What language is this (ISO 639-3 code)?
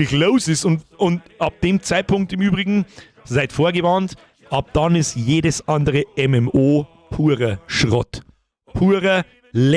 bar